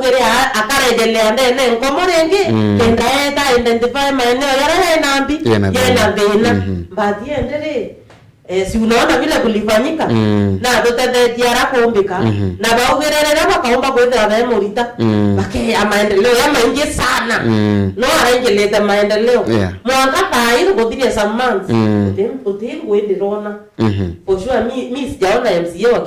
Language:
Meru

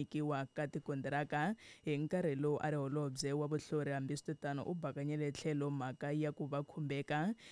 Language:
Tsonga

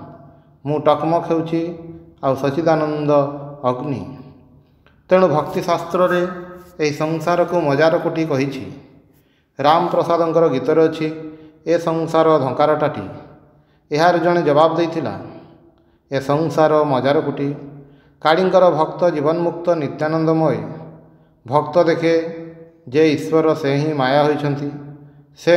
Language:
Odia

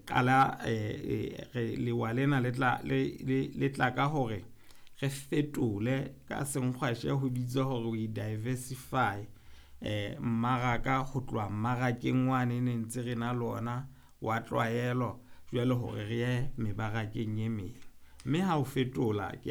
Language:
Southern Sotho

